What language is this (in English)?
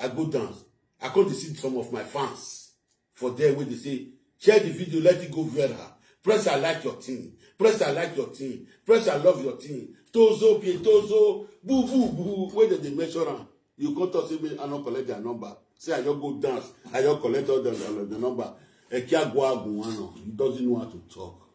Nigerian Pidgin